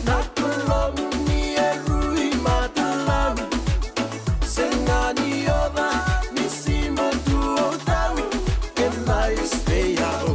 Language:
Fijian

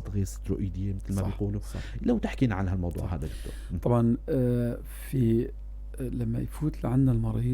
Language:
North Levantine Arabic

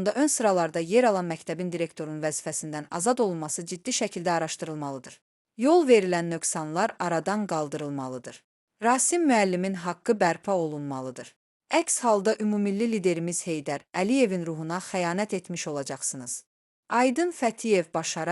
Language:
Azerbaijani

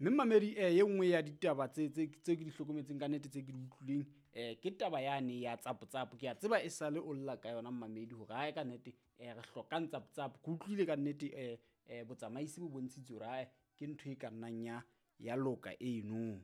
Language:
Southern Sotho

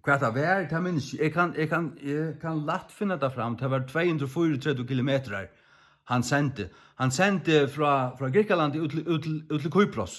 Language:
Faroese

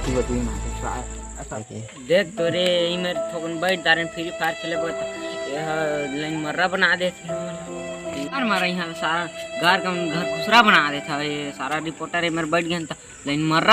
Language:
Chhattisgarhi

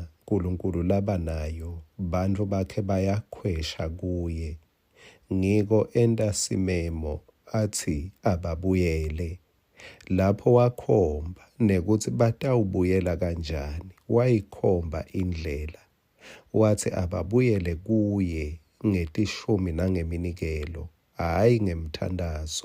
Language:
Swati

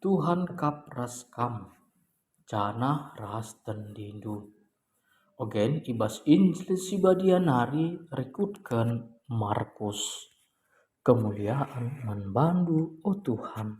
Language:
Batak Karo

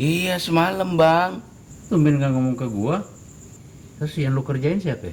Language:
Betawi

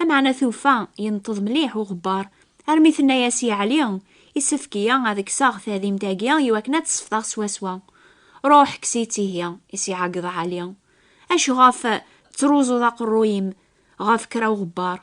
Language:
Kabyle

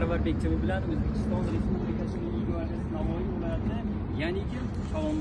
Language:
Uzbek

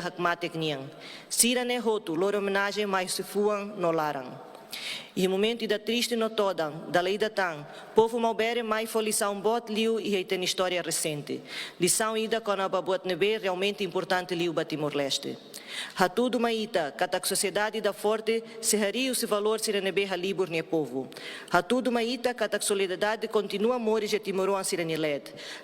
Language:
Tetum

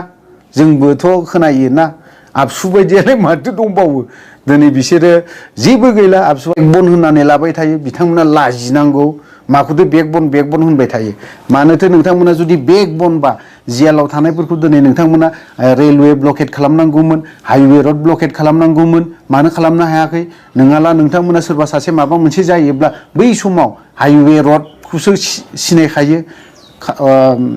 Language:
Bodo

